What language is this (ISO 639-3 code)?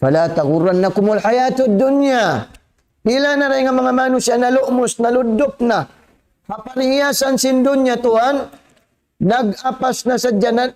tsg